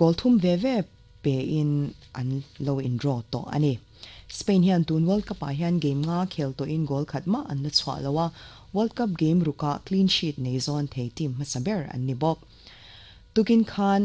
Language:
Mizo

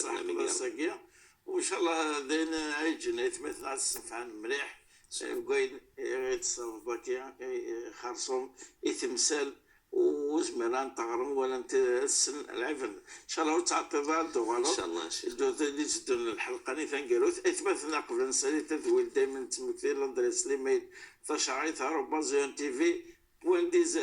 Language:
Moroccan Arabic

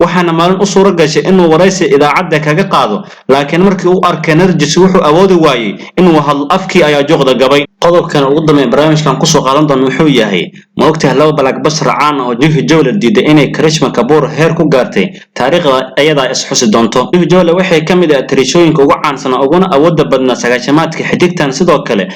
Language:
Somali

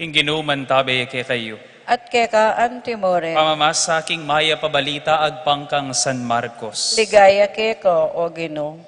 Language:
Pampanga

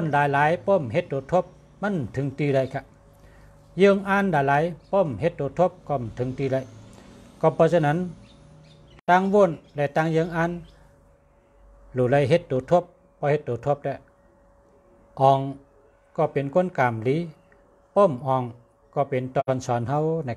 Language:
Shan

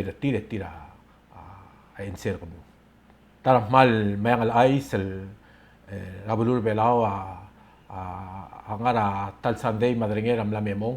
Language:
Palauan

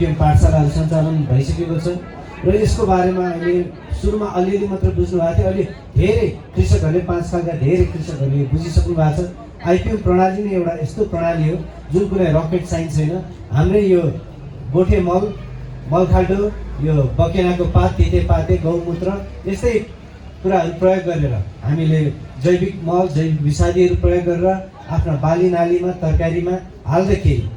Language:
Nepali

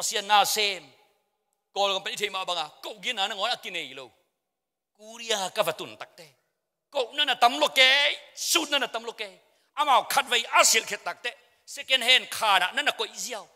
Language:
Tedim Chin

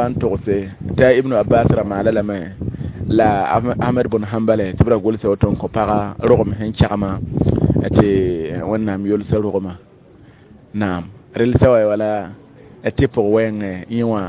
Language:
Mossi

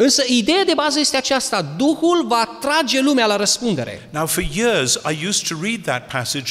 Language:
Romanian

